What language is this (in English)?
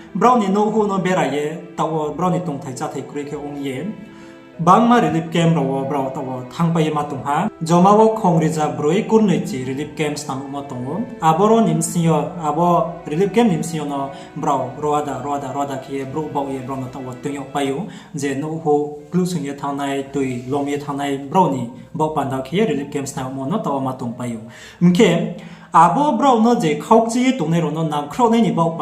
Riang (India)